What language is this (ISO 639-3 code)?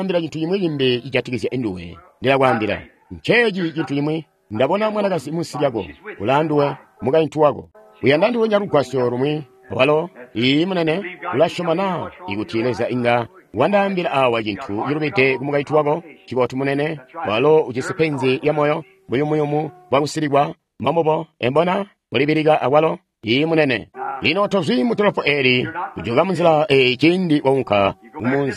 toi